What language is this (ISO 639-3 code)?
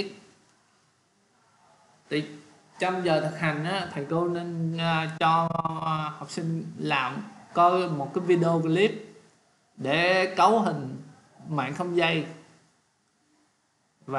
vie